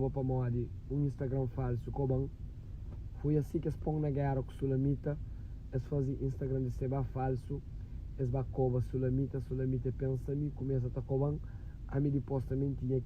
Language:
Kabuverdianu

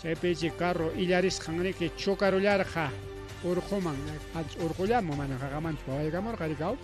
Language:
Ayacucho Quechua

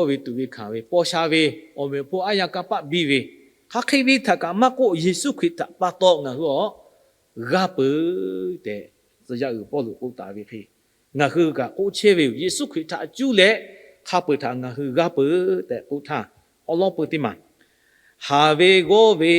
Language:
Lahu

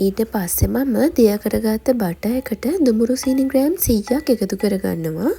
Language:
Sinhala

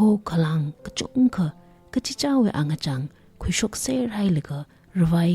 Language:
Tangkhul Naga (India)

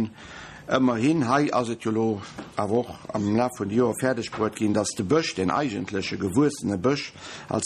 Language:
Luxembourgish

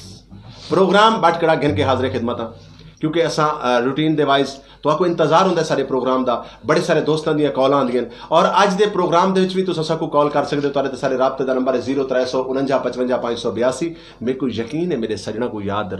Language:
Saraiki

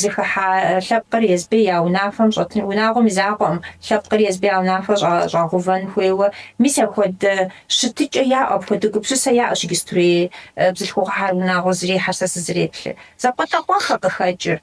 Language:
Kabardian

